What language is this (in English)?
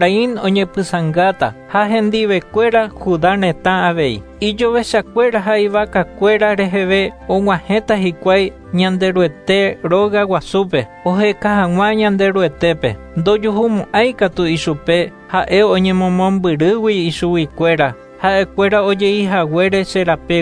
Guarani